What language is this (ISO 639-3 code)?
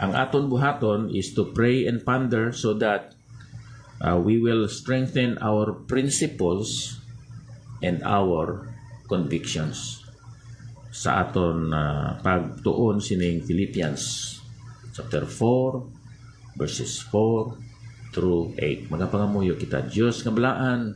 hil